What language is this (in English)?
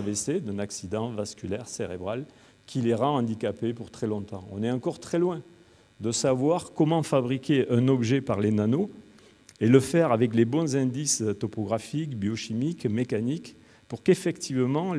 French